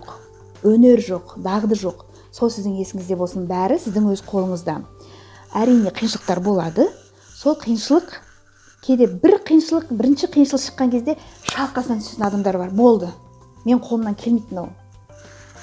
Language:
Kazakh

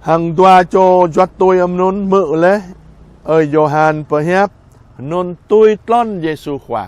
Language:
Jarai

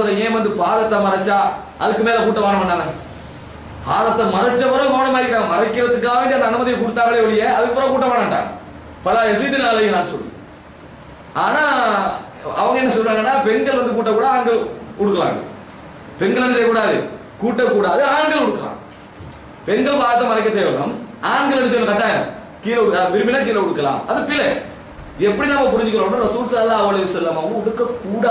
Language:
Tamil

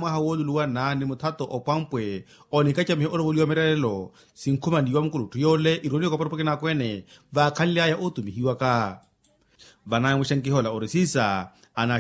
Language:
Makhuwa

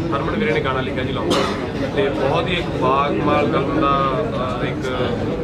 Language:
Punjabi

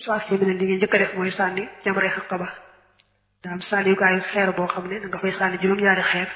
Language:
Wolof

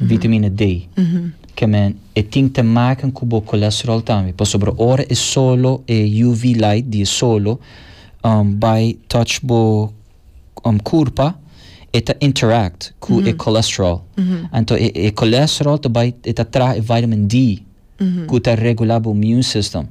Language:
Papiamento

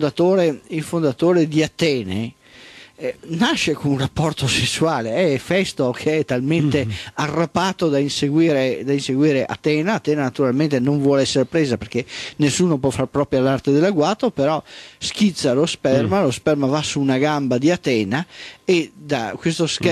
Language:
Italian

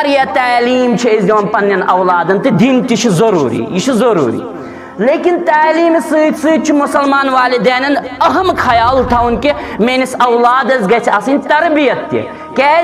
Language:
Kashmiri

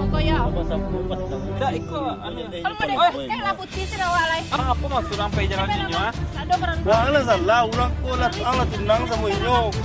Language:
Minangkabau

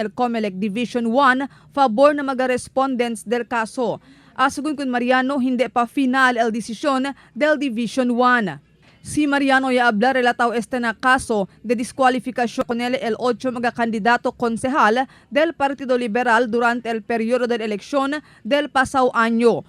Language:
Chavacano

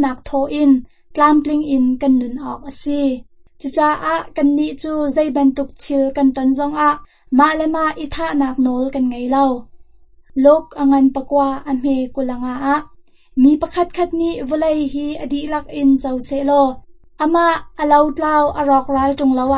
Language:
Hakha Chin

